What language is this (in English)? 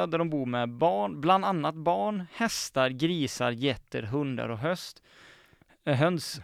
Swedish